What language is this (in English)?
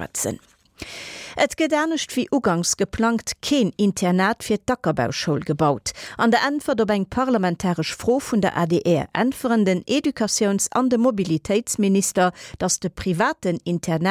Luxembourgish